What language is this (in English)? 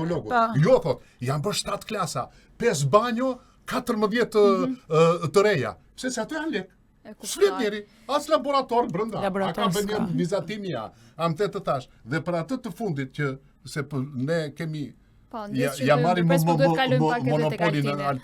Albanian